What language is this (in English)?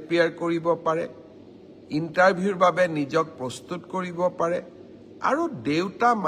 Assamese